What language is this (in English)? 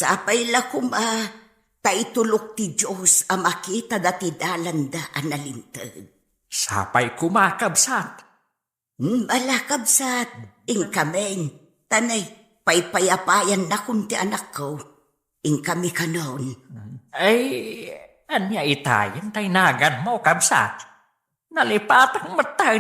Iloko